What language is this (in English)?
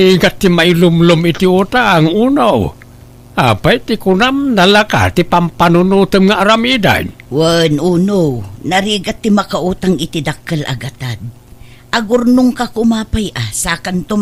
Iloko